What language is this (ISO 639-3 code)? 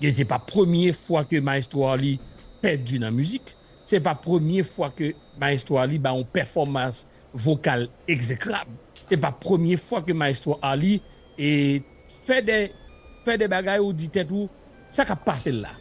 hat